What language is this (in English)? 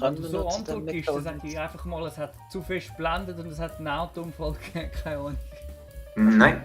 Swiss German